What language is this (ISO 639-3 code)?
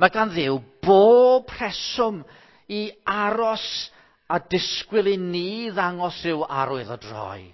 cym